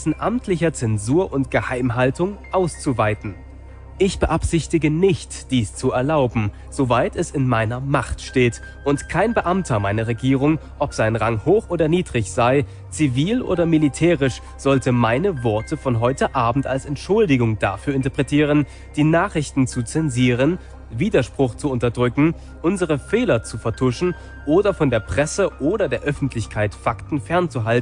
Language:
German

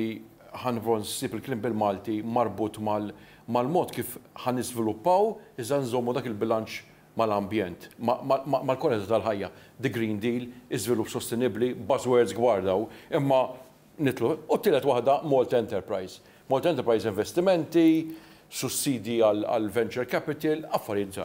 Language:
Maltese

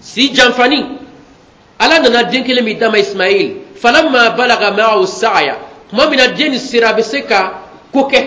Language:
Bambara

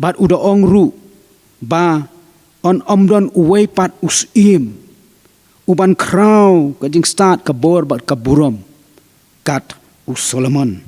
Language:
Khasi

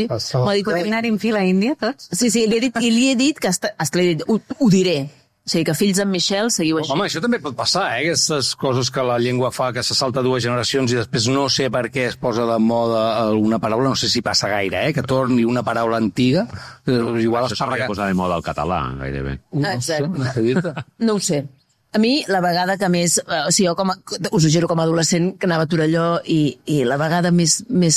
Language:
Catalan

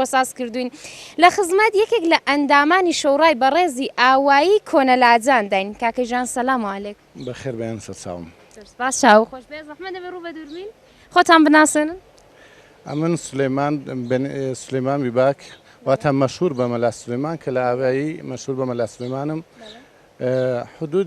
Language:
Central Kurdish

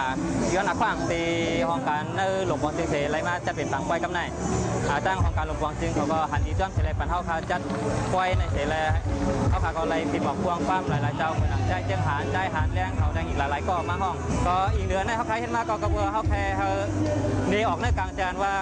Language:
Shan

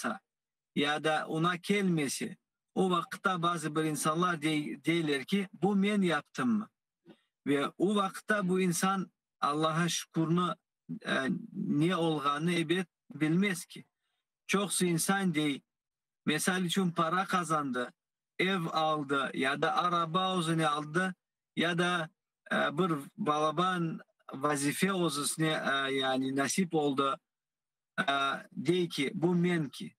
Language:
Crimean Tatar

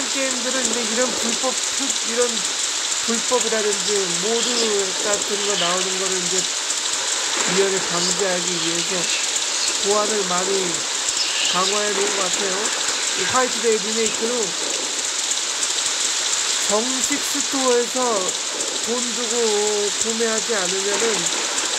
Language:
Korean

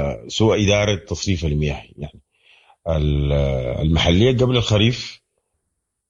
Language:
Sudanese Arabic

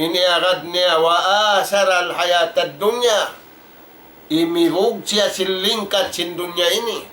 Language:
Tausug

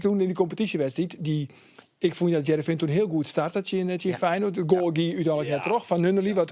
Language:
Western Frisian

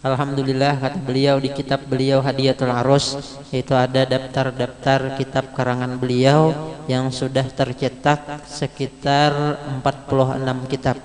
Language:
Banjar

